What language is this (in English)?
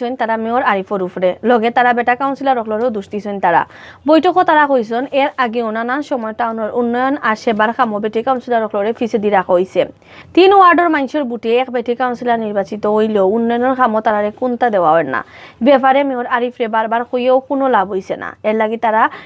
Sylheti